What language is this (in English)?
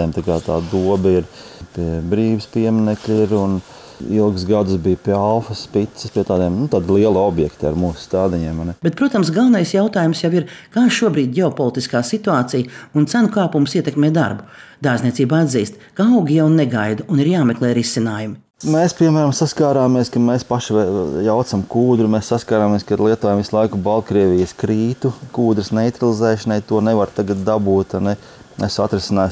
Latvian